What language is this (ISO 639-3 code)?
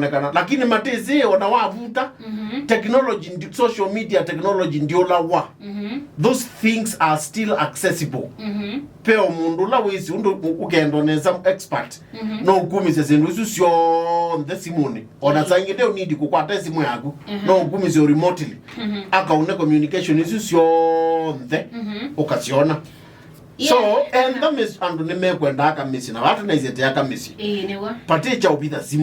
kam